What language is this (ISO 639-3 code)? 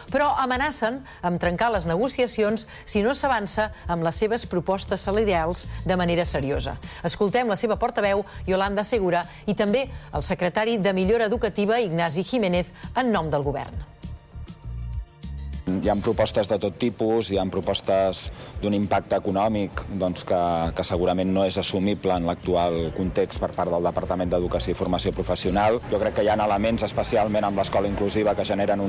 cat